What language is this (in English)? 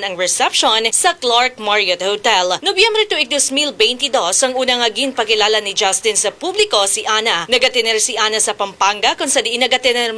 Hiligaynon